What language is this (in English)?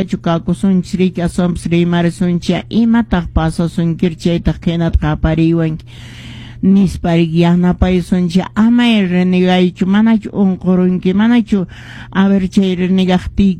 Quechua